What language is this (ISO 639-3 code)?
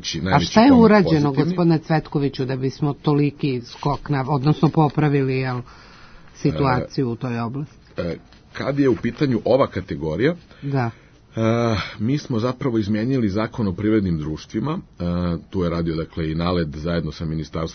srp